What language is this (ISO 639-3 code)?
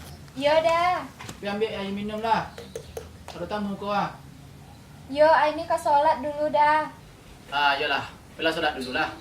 min